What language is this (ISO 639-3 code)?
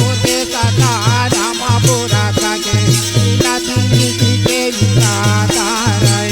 hne